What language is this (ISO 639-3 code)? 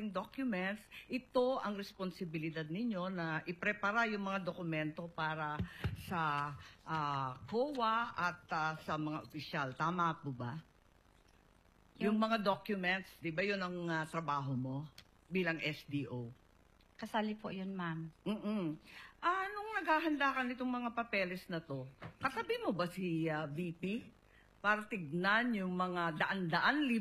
fil